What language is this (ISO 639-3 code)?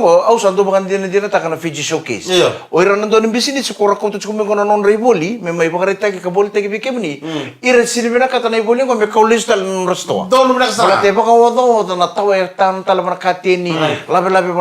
fij